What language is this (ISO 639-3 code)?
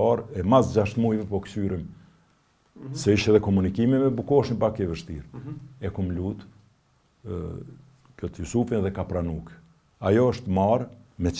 sqi